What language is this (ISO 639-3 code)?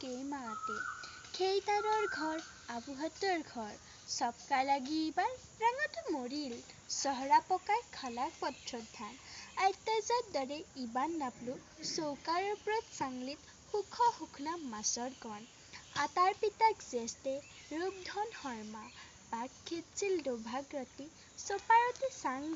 asm